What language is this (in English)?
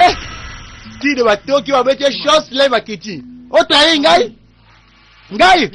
Lingala